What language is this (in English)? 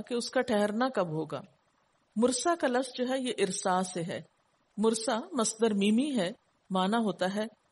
Urdu